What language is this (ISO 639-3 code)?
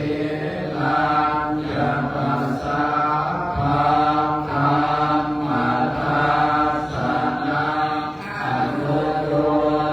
pli